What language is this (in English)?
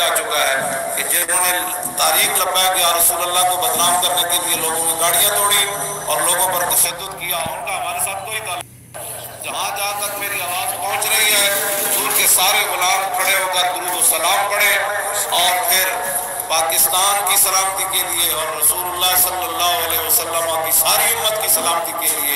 Urdu